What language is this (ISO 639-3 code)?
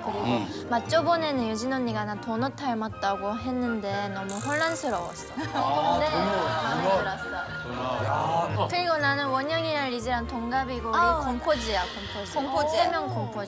kor